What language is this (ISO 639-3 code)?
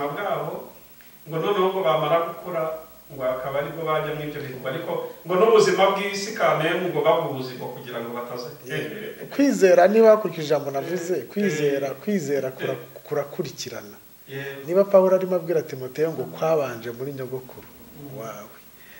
kin